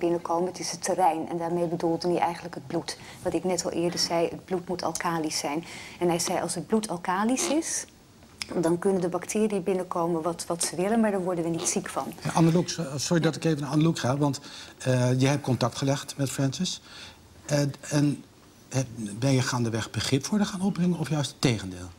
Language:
Dutch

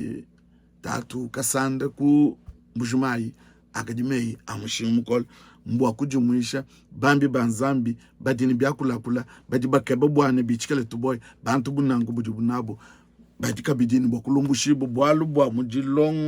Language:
Luba-Lulua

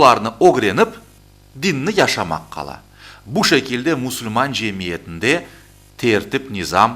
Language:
Crimean Tatar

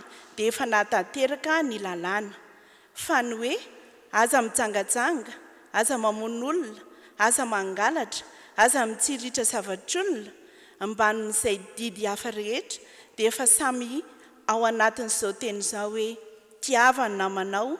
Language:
Malagasy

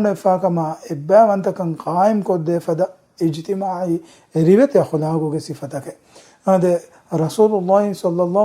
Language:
Divehi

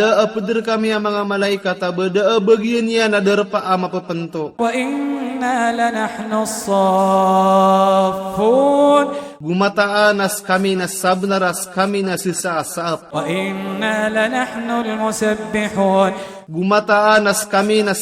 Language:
Maranao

